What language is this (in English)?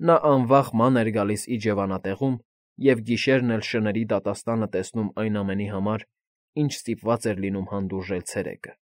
Armenian